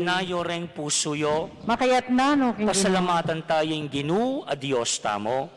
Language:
Pampanga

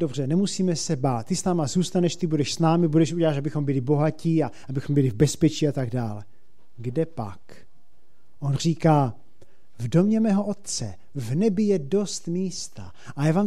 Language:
Czech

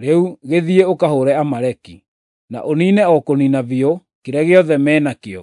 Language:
Kikuyu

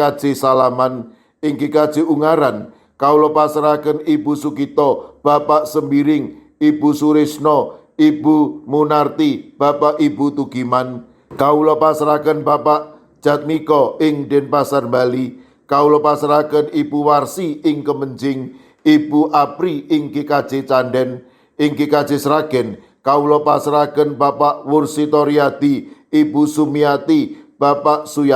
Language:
Javanese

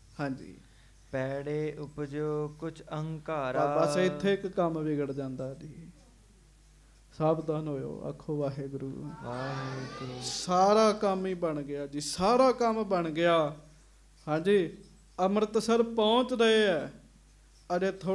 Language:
Punjabi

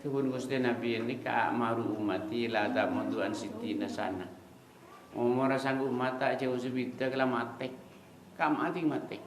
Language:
Madurese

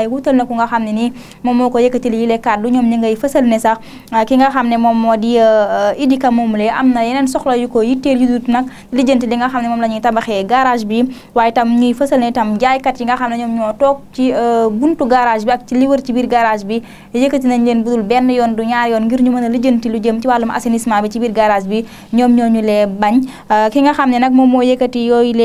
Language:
Wolof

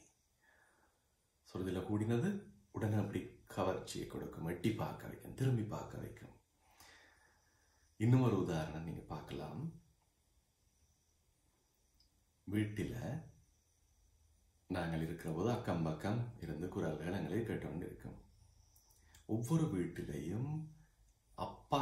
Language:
Tamil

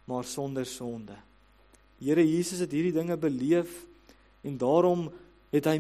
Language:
Afrikaans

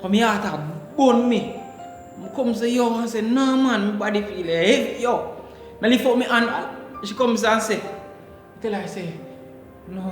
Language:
Jamaican Creole English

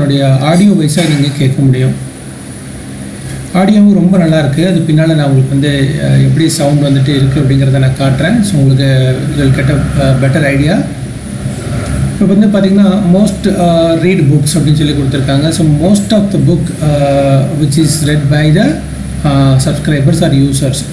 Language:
Tamil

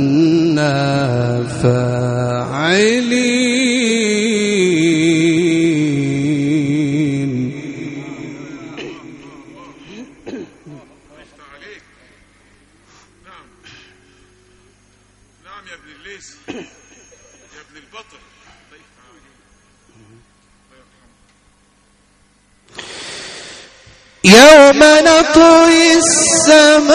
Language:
Arabic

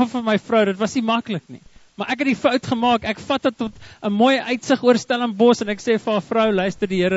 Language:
Afrikaans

